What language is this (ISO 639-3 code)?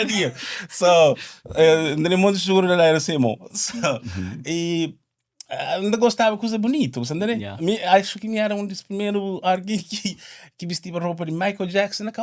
kea